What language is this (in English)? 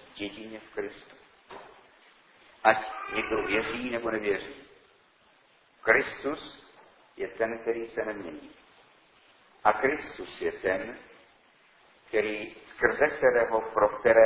Czech